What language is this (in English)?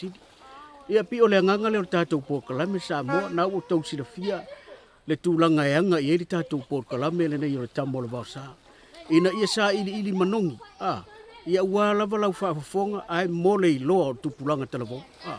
Samoan